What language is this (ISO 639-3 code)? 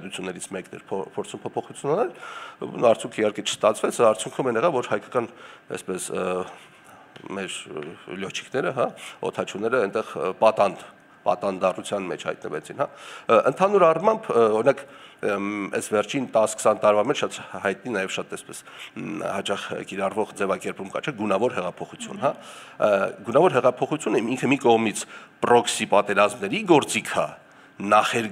hye